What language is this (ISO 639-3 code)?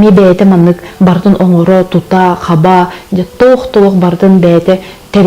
sah